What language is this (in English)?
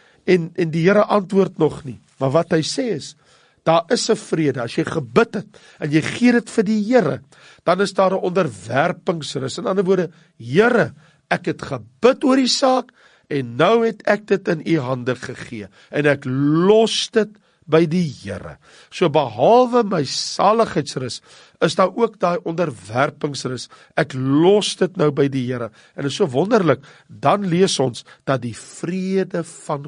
Afrikaans